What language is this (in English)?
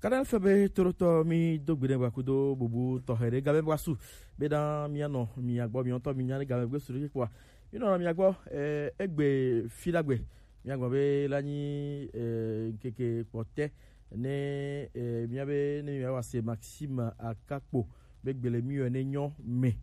Gen